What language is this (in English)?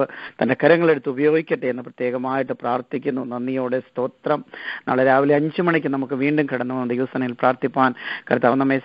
Malayalam